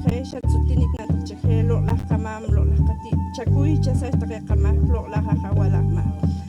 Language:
Poqomchi'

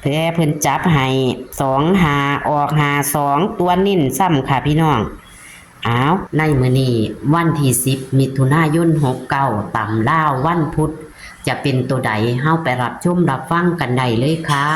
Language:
Northeastern Thai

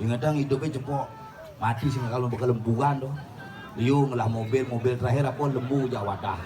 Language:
Balinese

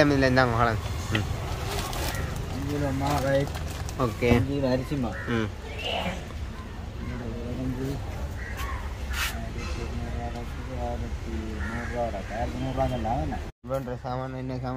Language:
Tamil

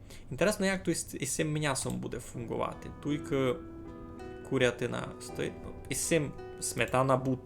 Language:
Rusyn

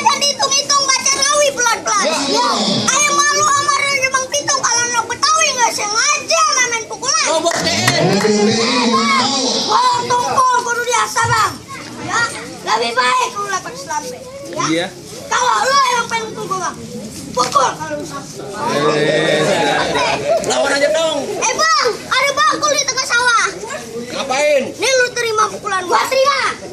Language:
Betawi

